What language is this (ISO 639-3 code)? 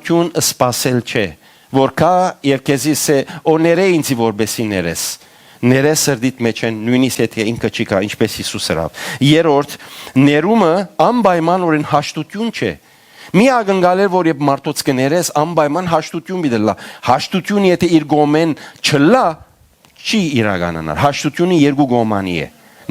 hyw